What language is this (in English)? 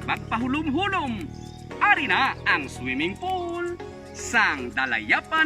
Hiligaynon